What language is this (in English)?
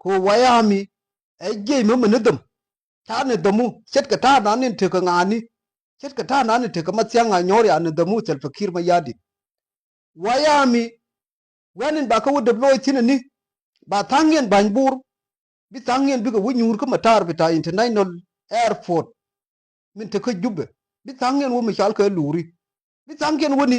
Nuer